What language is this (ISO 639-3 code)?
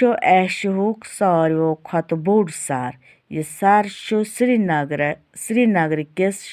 kas